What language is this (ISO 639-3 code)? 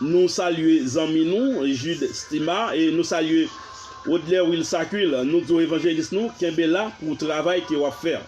hat